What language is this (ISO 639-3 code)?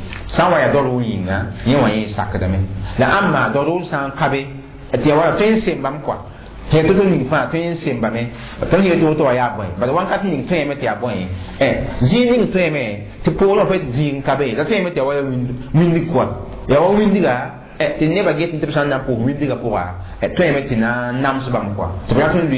mos